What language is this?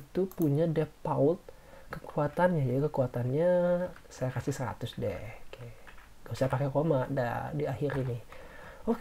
Indonesian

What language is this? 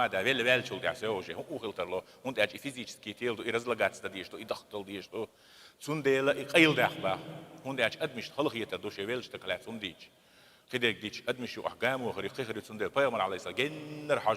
Chechen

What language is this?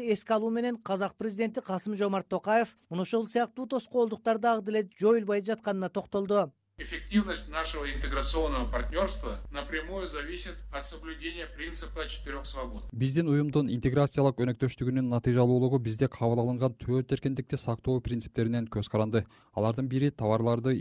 Kyrgyz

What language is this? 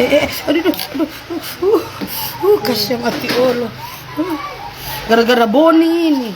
Manado Malay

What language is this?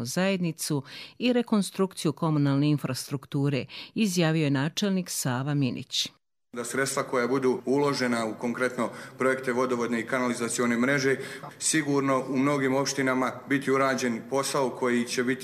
Croatian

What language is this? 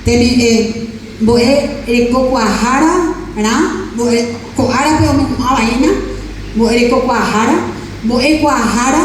Guarani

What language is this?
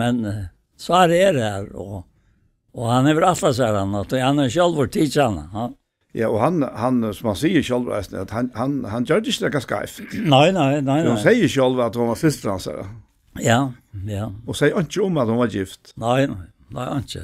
Faroese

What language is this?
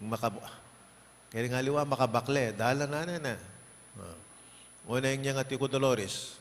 Pampanga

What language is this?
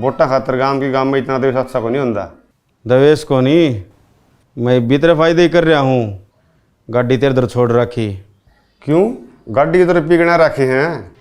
Haryanvi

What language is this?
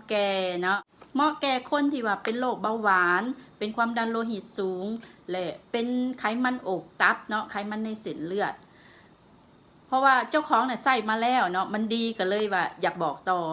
Lao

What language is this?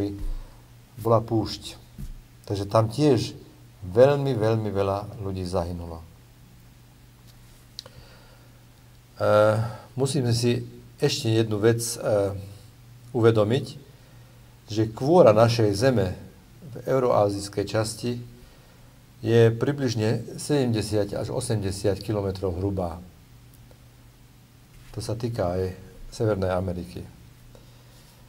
Slovak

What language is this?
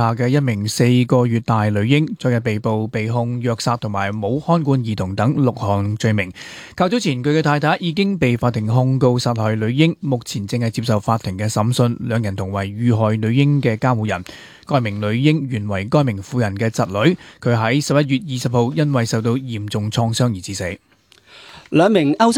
Cantonese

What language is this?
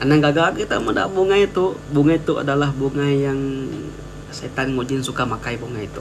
Iban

